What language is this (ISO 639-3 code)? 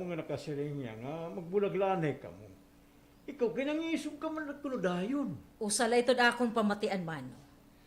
war